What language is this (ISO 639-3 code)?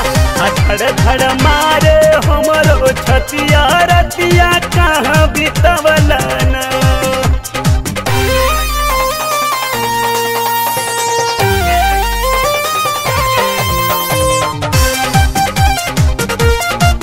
bho